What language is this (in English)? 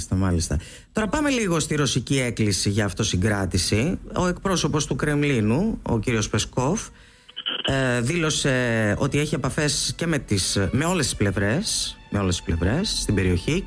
Greek